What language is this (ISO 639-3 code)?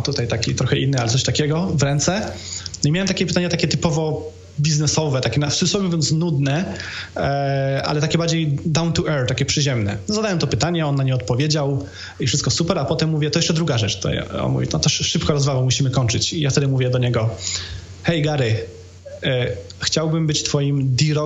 pol